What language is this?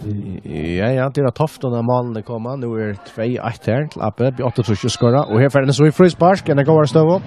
Faroese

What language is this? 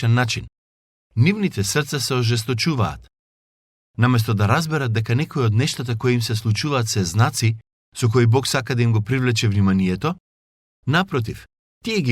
Macedonian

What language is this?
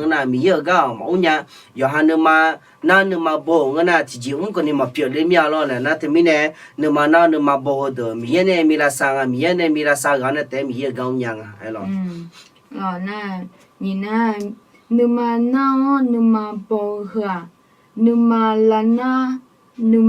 Akha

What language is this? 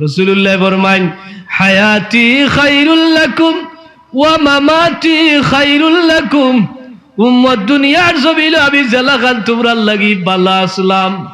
Sylheti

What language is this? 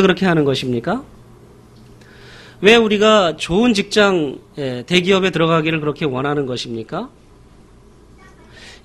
Korean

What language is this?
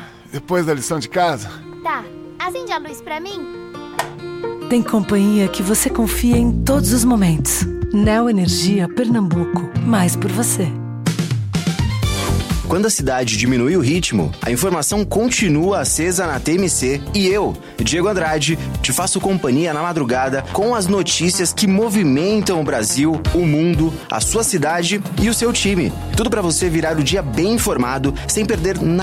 Portuguese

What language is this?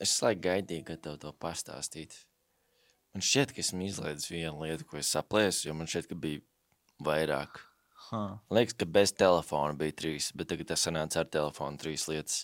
Latvian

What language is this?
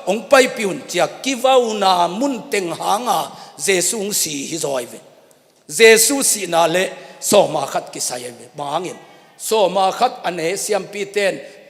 Tedim Chin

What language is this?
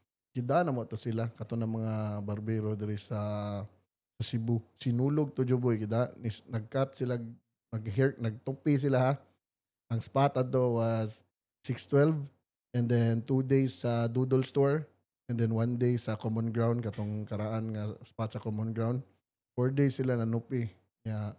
Cebuano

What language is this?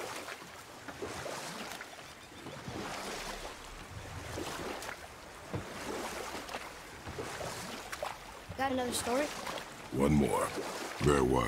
English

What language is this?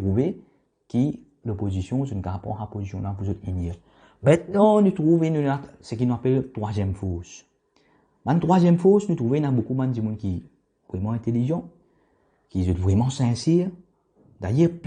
Morisyen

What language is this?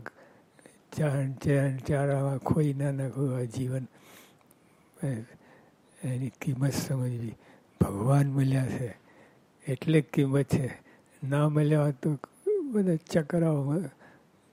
Gujarati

